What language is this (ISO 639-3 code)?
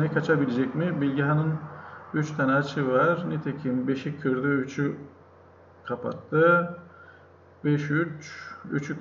tur